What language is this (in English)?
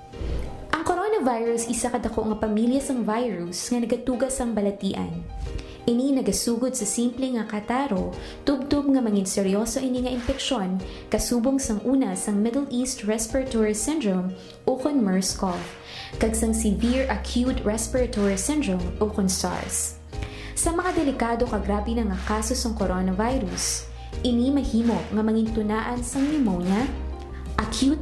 Hiligaynon